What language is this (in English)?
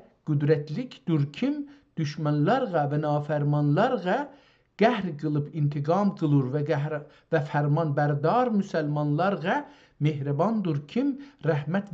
South Azerbaijani